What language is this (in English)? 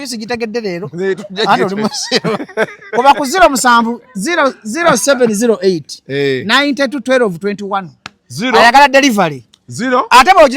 Ganda